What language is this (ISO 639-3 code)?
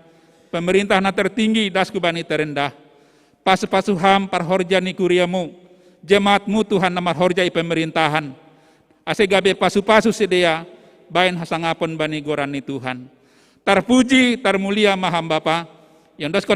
bts